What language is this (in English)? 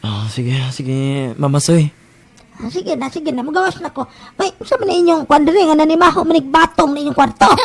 Cebuano